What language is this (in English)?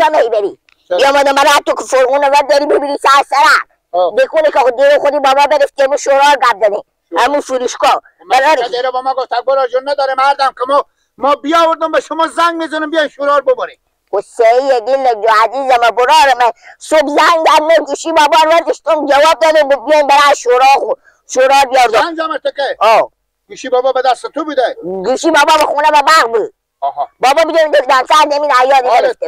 Persian